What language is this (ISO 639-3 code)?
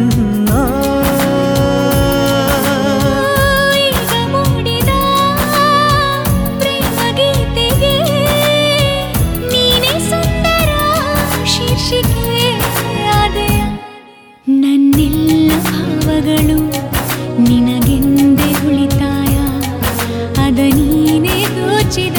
kan